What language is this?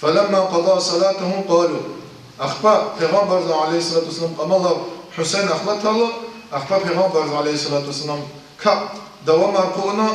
Lezghian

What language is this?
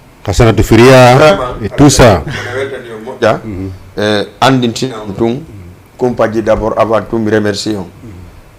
Fula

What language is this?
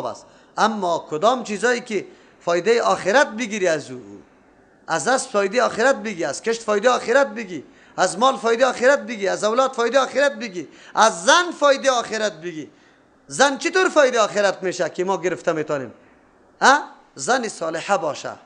Persian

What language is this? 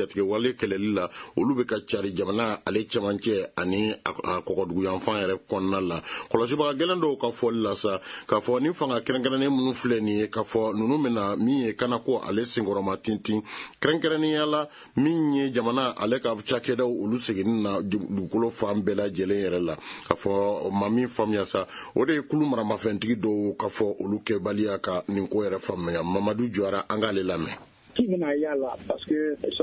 Bambara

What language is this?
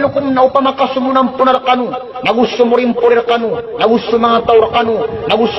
Maranao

